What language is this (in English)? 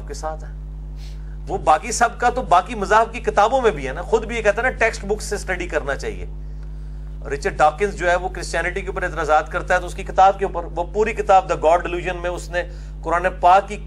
Urdu